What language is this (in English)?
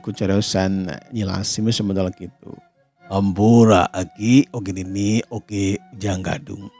Sundanese